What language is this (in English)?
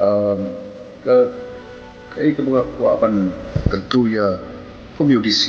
Khasi